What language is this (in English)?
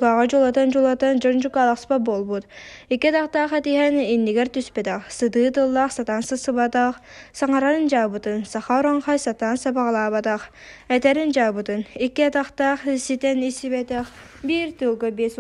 Yakut